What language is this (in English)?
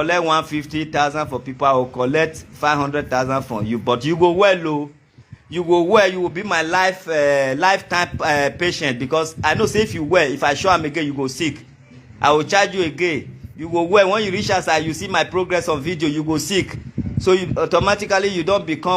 Nigerian Pidgin